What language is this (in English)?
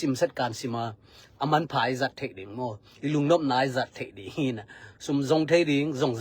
Tedim Chin